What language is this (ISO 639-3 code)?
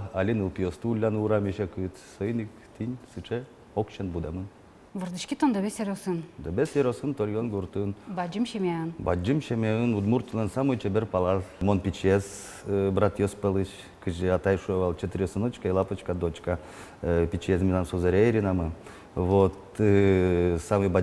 udm